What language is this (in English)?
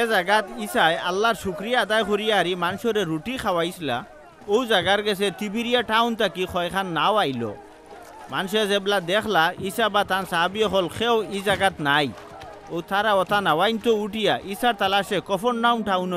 Sylheti